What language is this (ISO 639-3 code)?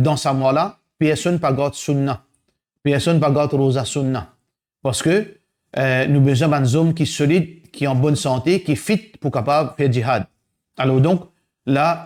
mfe